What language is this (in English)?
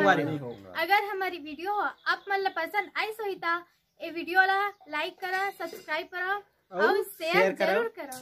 Chhattisgarhi